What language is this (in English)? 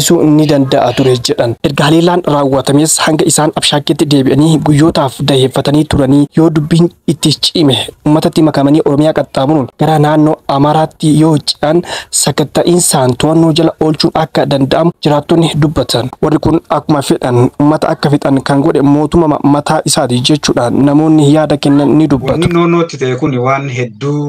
Oromo